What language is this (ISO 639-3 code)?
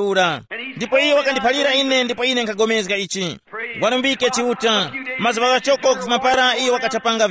tum